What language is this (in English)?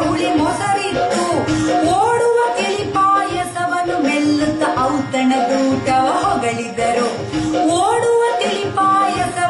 Kannada